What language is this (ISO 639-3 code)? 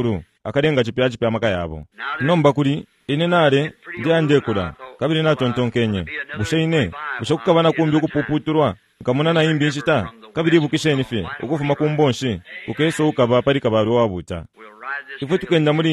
bem